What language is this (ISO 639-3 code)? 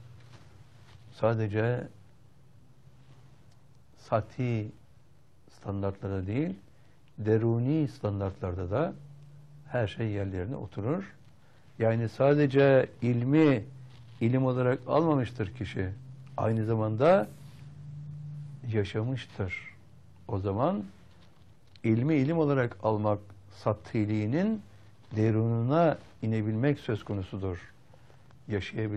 tur